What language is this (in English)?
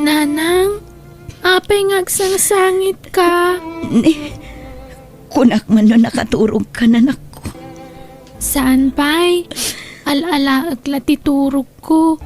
Iloko